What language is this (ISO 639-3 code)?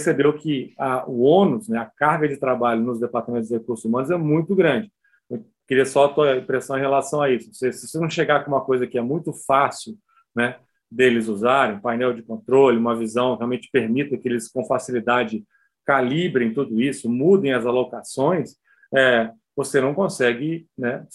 por